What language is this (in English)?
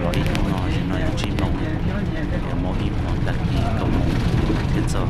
Hmong